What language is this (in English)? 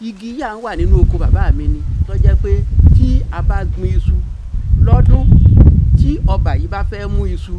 Yoruba